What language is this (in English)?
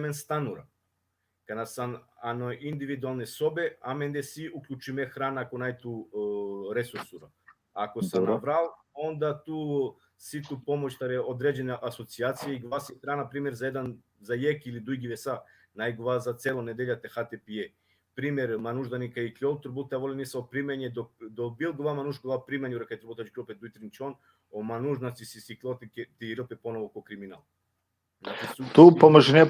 Balkan Romani